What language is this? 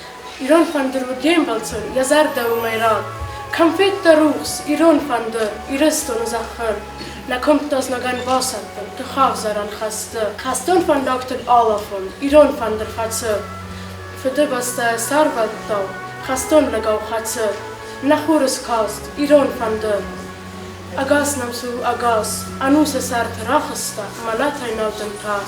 Ossetic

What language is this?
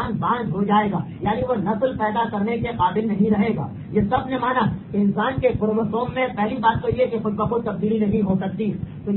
Urdu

